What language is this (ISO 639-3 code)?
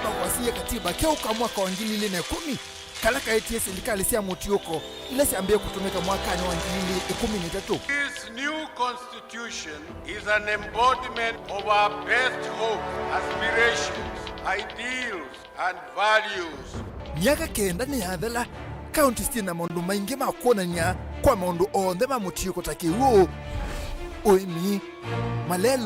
kam